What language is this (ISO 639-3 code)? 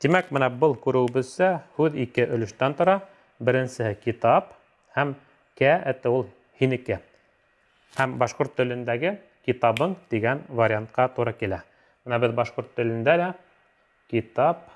bak